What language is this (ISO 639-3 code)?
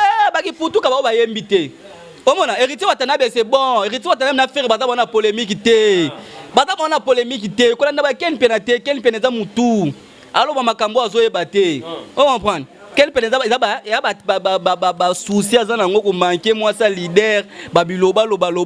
lin